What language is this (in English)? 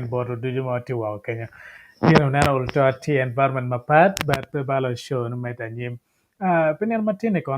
Acoli